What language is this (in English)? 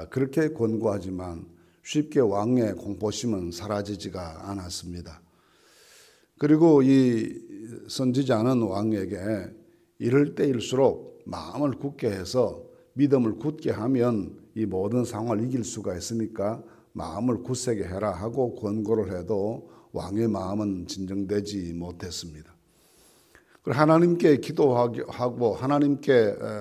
Korean